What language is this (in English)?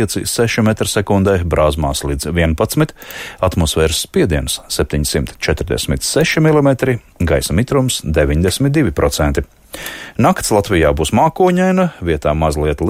Latvian